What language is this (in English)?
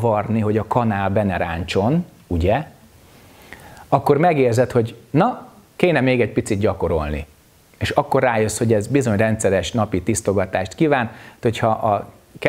Hungarian